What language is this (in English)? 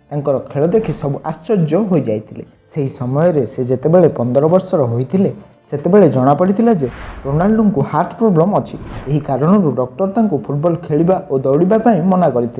Odia